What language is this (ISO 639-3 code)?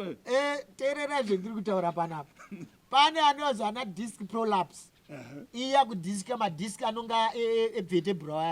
sna